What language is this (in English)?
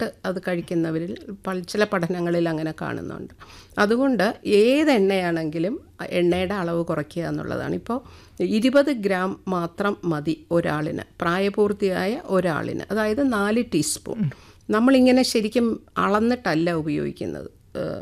Malayalam